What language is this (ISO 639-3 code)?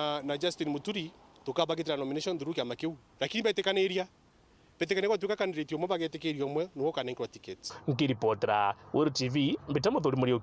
mer